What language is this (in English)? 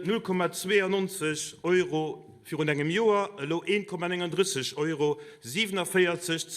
Luxembourgish